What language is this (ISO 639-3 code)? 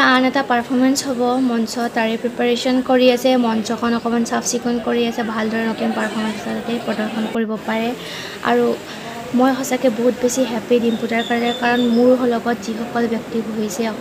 asm